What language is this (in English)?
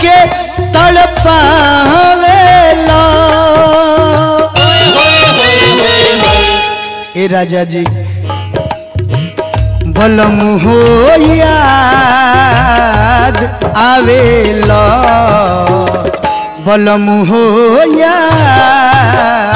Bhojpuri